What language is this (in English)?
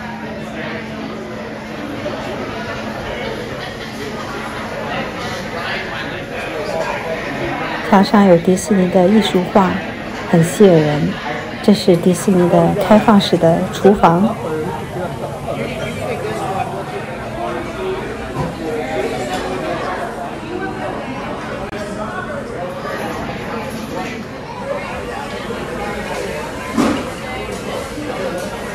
Chinese